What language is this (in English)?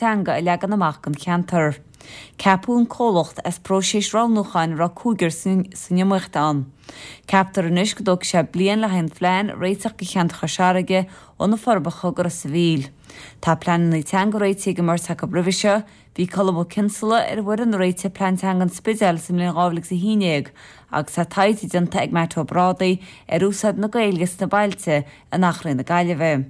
Irish